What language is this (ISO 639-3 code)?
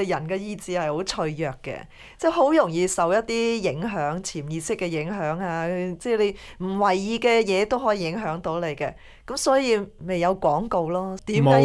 yue